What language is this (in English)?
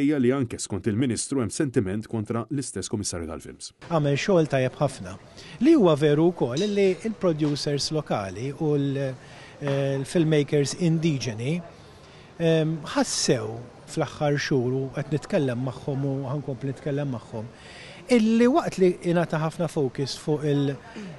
Maltese